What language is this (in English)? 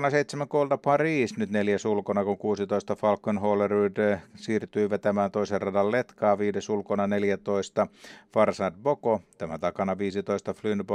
Finnish